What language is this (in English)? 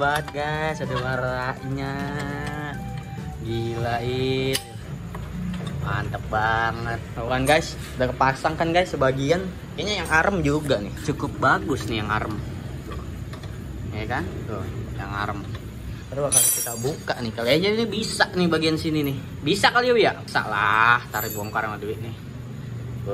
Indonesian